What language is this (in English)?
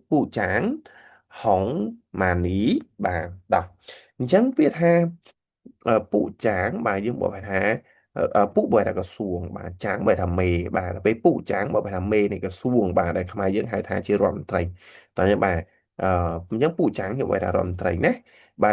Khmer